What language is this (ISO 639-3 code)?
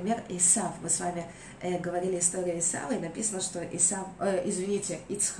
rus